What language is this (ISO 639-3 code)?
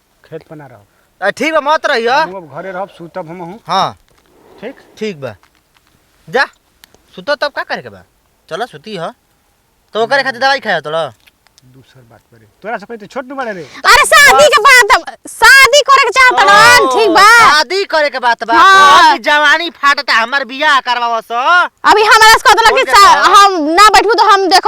bho